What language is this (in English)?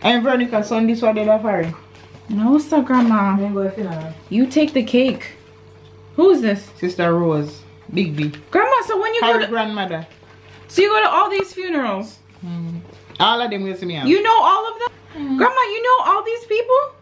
Jamaican Creole English